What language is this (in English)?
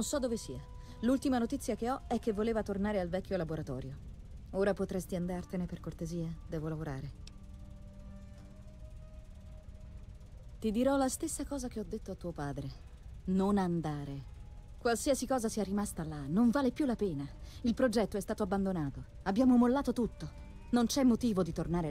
Italian